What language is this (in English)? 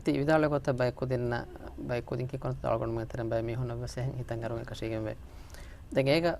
Divehi